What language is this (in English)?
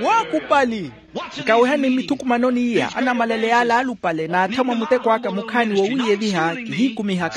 Makhuwa